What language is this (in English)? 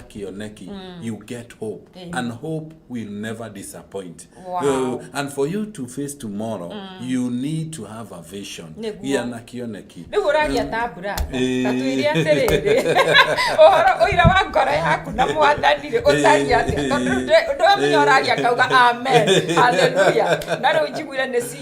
Kikuyu